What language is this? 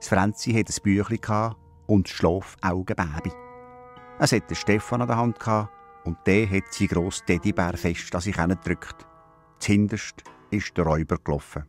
Swiss German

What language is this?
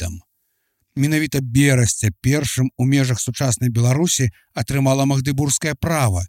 Belarusian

